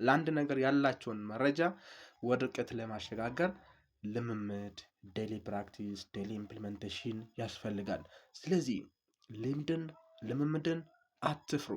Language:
Amharic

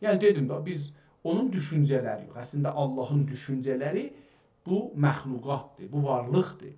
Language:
South Azerbaijani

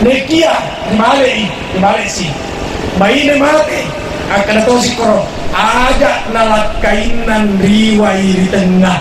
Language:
Buginese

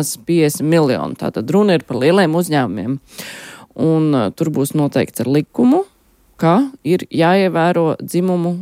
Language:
Latvian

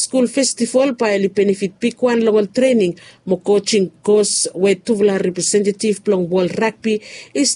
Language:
Bislama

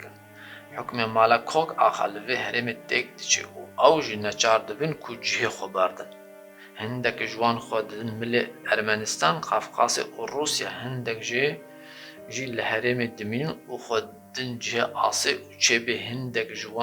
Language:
Kurdish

